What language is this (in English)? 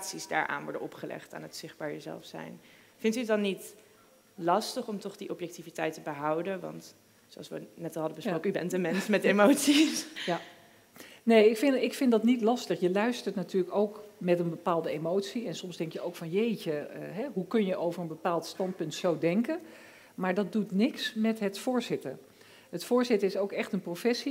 Dutch